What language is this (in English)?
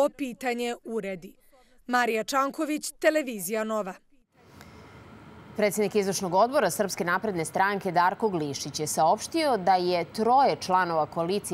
Serbian